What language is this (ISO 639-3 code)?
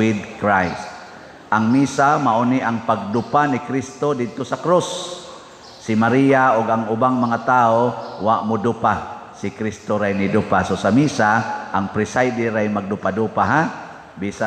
ceb